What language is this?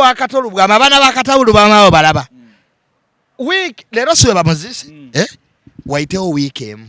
Ganda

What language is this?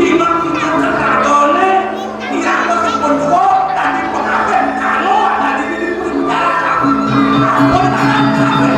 Balinese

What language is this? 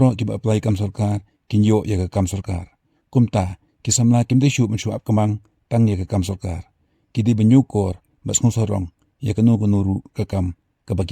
Khasi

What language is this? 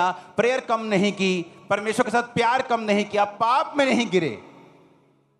Hindi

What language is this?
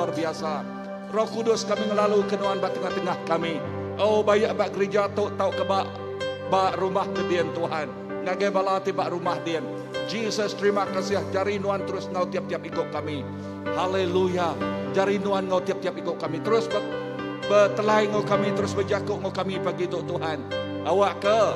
Iban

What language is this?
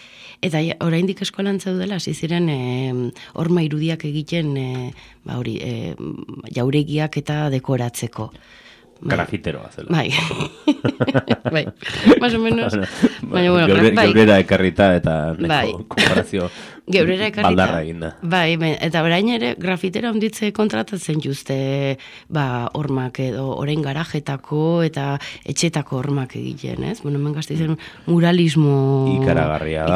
Basque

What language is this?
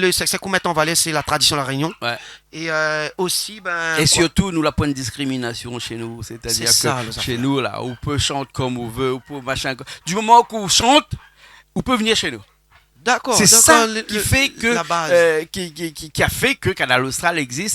Réunion Creole French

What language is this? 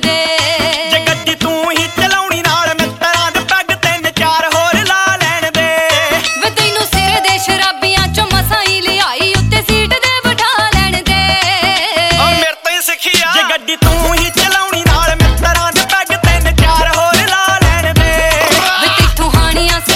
Punjabi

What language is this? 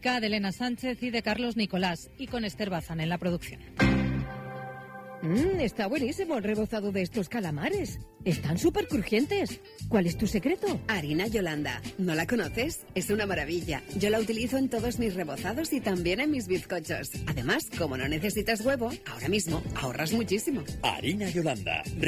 Spanish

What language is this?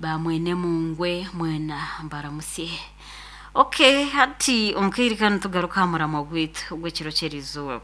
Nyankole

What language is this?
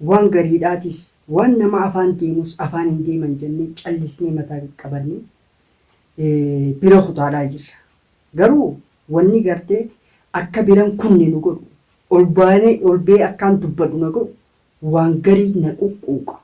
Oromo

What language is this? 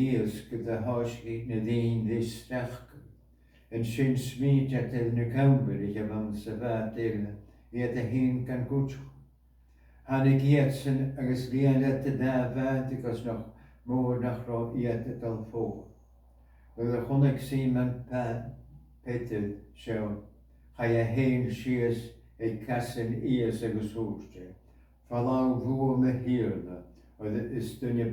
Scottish Gaelic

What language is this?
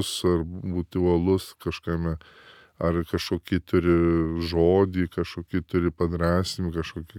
Lithuanian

